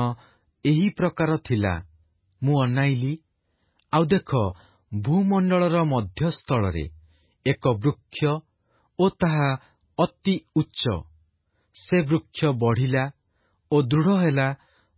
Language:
Odia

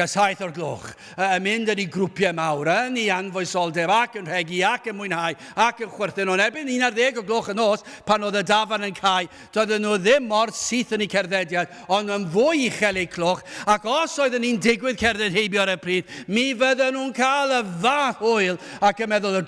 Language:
Welsh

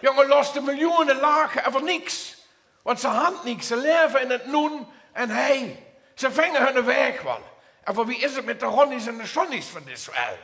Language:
Limburgish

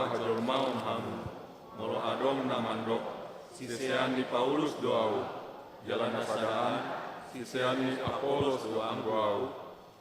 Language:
Batak Toba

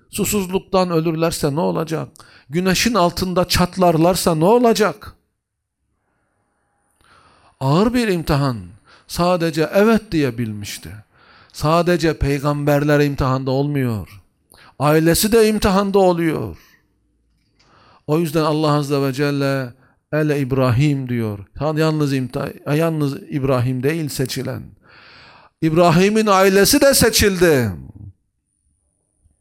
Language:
Turkish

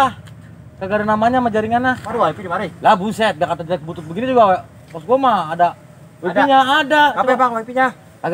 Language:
Betawi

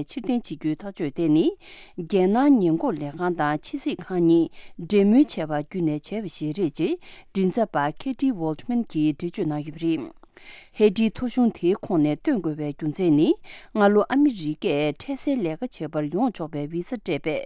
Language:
Tibetan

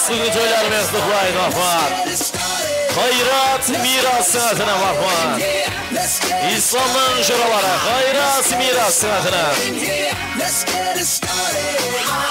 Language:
Kara-Kalpak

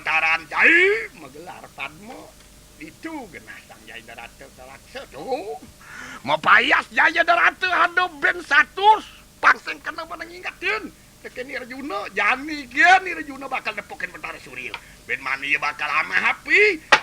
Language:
Balinese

